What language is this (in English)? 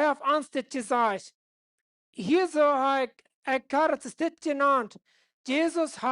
Plautdietsch